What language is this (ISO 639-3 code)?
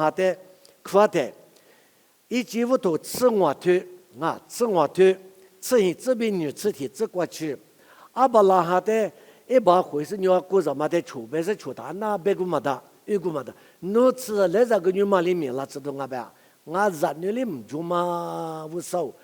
lis